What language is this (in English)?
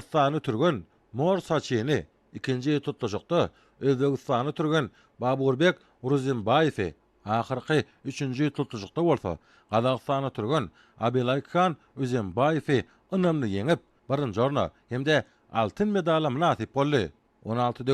Turkmen